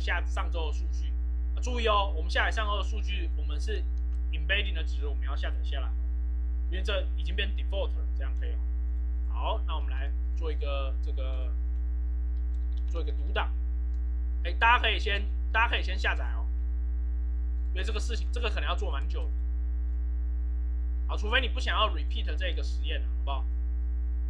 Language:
Chinese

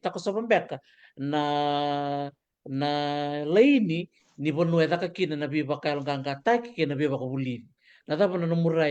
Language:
Fijian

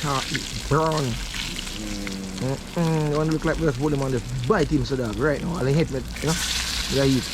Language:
Jamaican Creole English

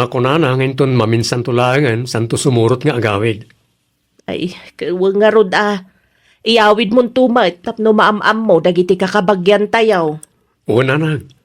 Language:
Iloko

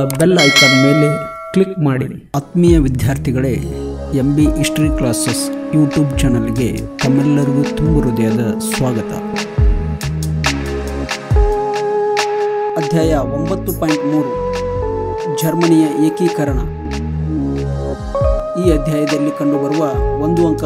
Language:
Kannada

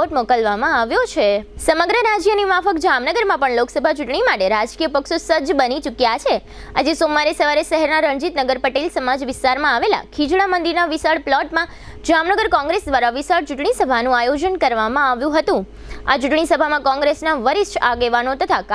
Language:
Gujarati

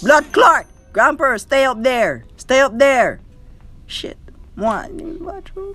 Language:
Jamaican Creole English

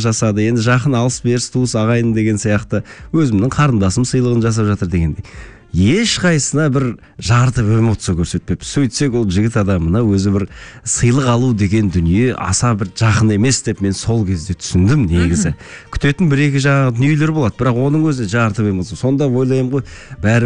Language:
Kazakh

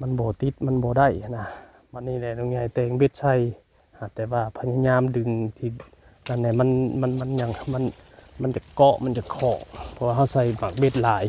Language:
Northeastern Thai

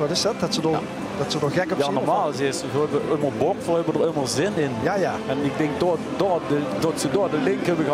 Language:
Limburgish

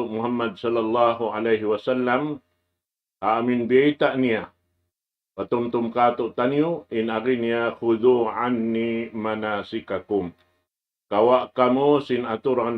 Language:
Tausug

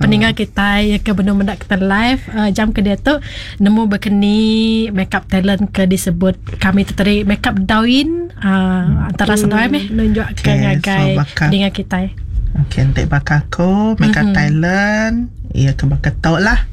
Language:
Iban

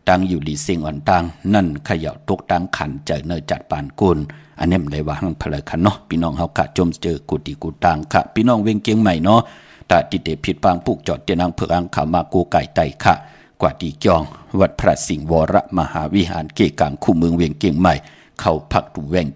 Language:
Shan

